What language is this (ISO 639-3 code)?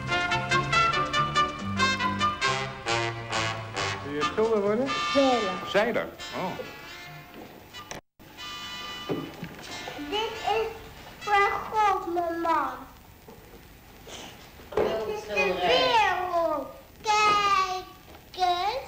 nld